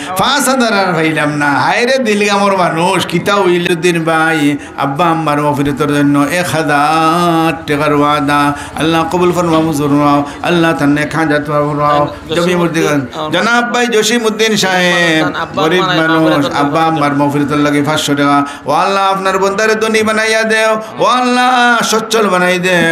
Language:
Sylheti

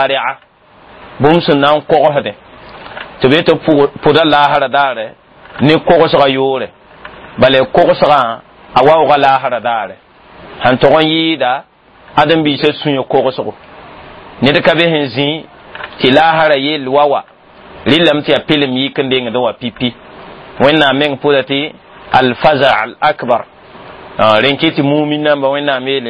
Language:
Mossi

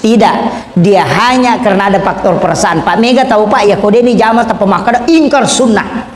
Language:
Buginese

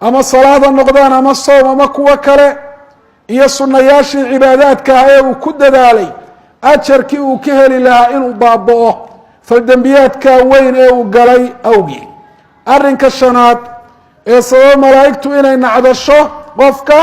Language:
Somali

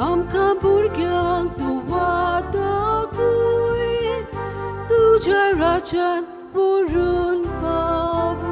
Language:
Konkani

